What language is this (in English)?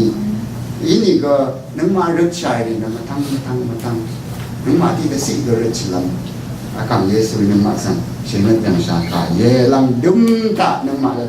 Rawang